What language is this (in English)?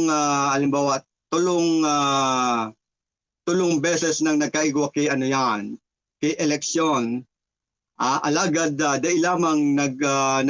Bikol